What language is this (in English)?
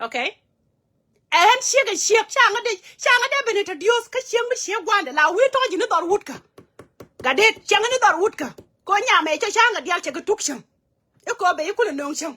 Nuer